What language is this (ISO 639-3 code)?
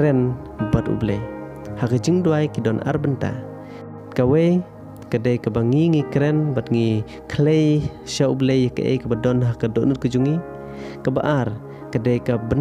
kha